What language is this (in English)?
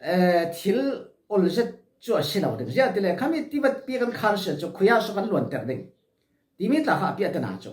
Falam Chin